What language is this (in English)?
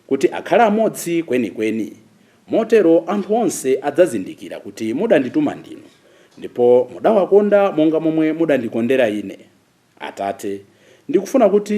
Nyanja